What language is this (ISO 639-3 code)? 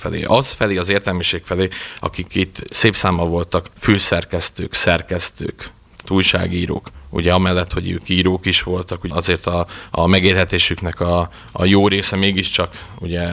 hun